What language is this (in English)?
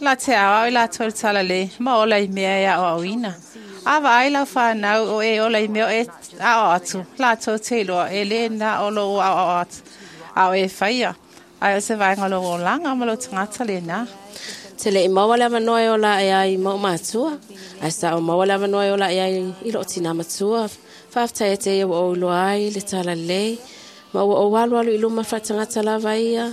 Samoan